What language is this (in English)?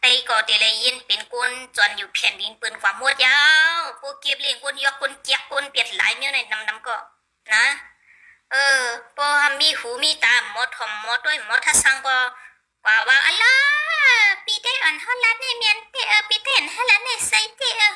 Shan